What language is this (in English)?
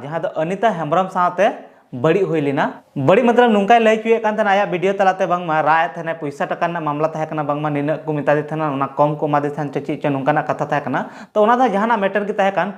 Santali